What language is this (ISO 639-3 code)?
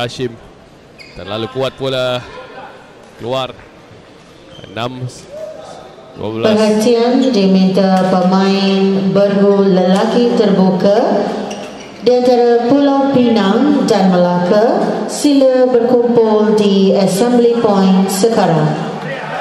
msa